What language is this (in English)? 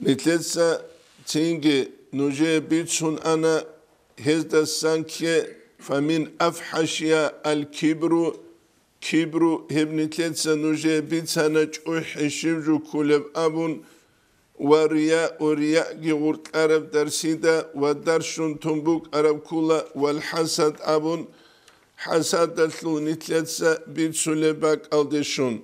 Avaric